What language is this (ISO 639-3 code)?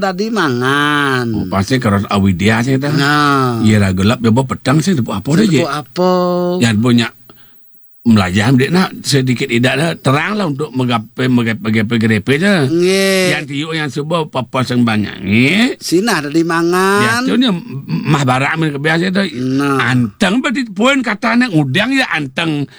ban